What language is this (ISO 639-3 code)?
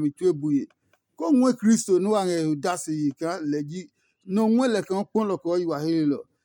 ada